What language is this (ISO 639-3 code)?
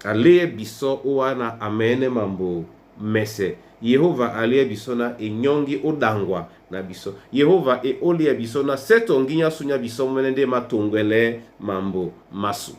dua